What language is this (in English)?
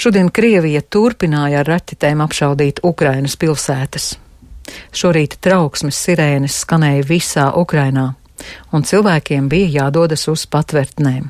Latvian